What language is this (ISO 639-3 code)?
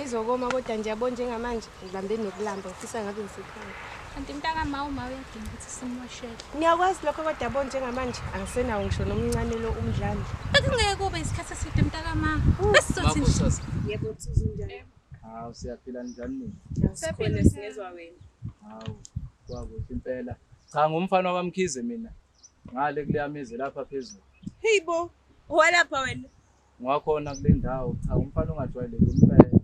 zul